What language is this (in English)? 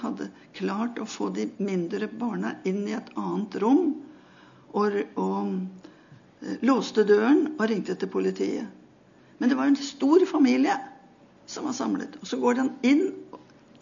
Norwegian